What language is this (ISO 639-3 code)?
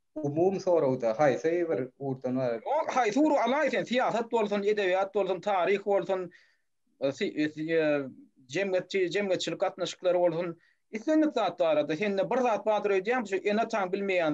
tuk